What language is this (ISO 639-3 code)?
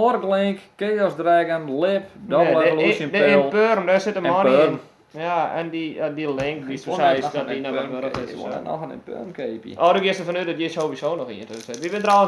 fry